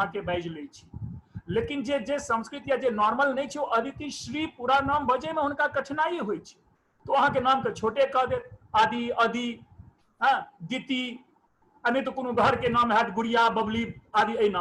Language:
Maithili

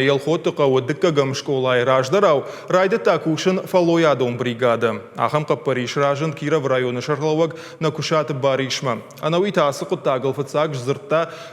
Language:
Ossetic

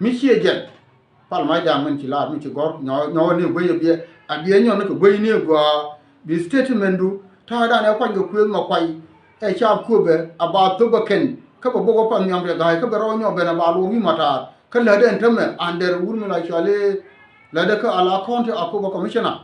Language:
Nuer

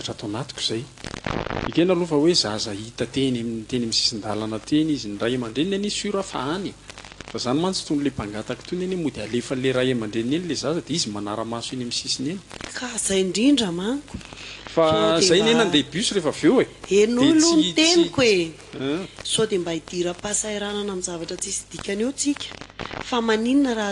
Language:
Malagasy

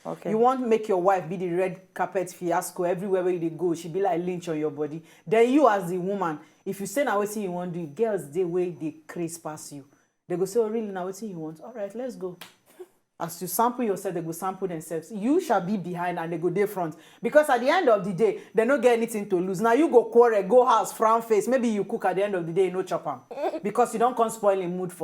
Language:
Nigerian Pidgin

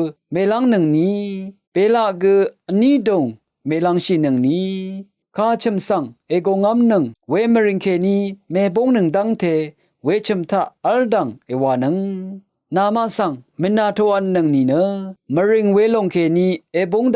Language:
Rawang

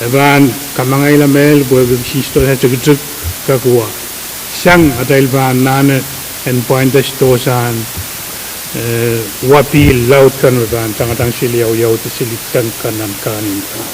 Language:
Pohnpeian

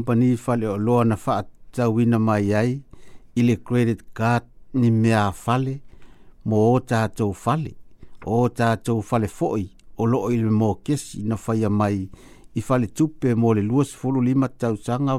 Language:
Samoan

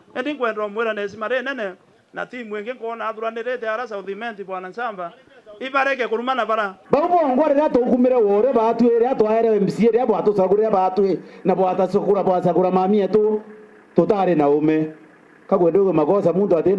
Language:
Meru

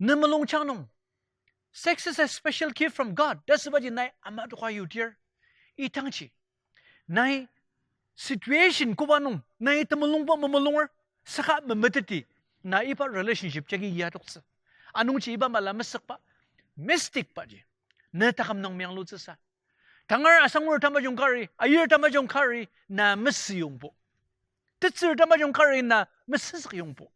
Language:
Ao Naga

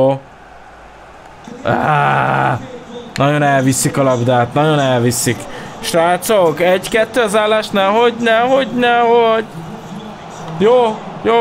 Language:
Hungarian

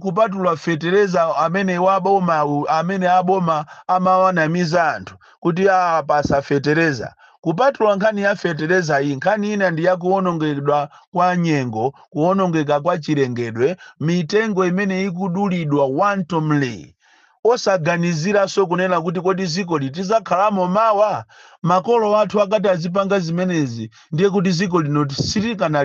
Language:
Nyanja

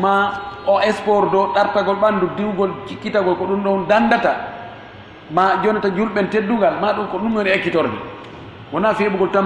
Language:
Fula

